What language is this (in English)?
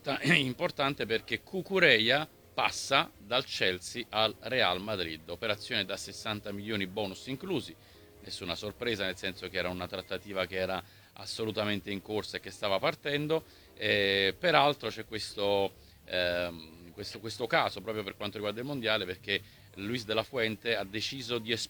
Italian